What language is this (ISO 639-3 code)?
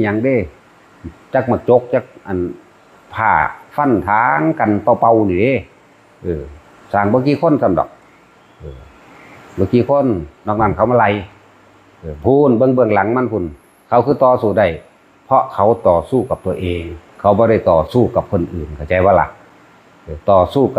tts